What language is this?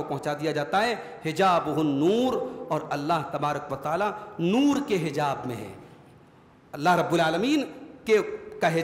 Urdu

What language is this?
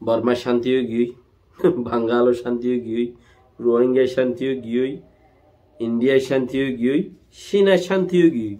Rohingya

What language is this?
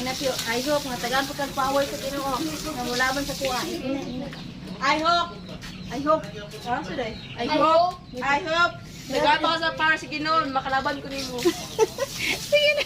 Cebuano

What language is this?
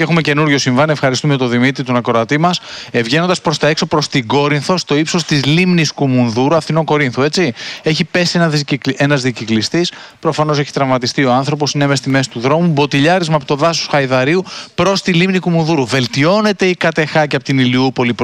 Greek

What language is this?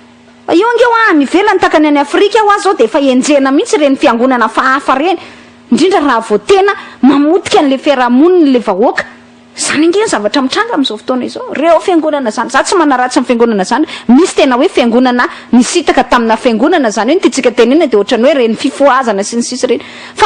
Malagasy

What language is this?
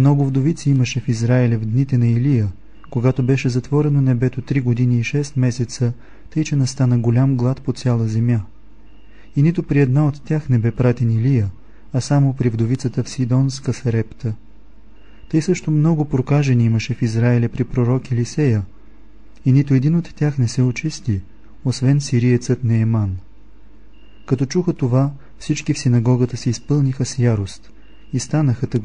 Bulgarian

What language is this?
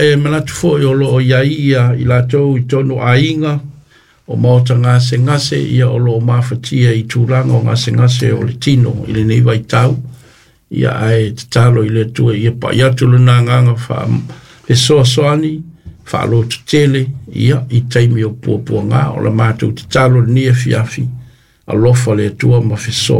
Samoan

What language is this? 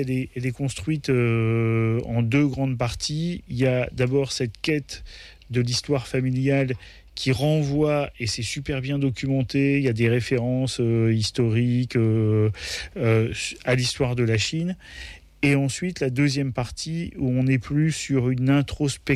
French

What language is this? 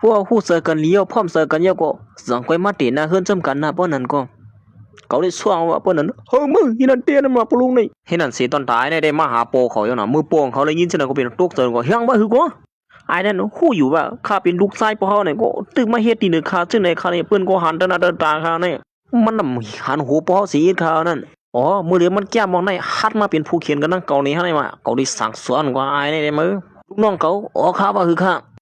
Shan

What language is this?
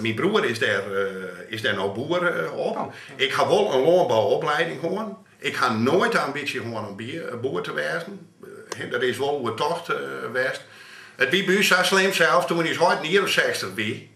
Western Frisian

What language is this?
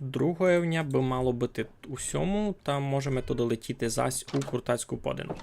Rusyn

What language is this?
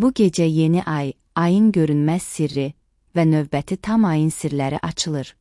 Azerbaijani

